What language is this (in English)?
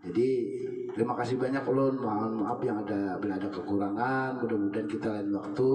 Banjar